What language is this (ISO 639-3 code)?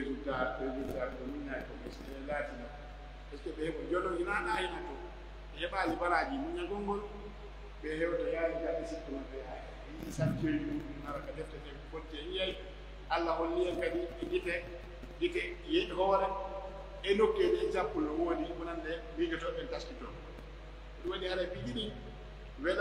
fuf